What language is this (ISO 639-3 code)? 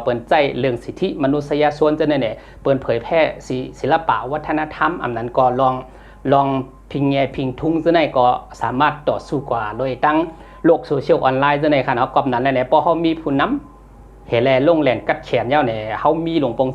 shn